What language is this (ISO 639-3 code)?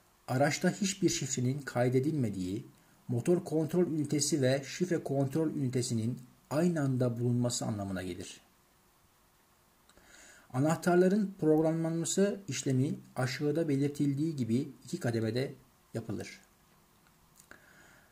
tur